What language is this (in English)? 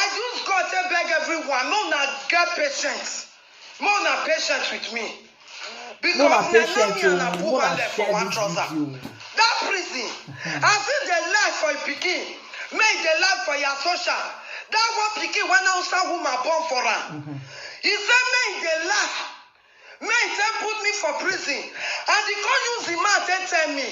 Nigerian Pidgin